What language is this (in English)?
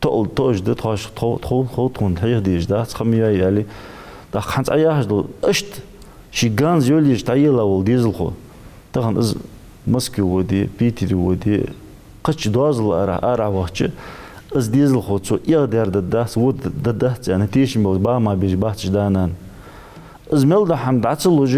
Ingush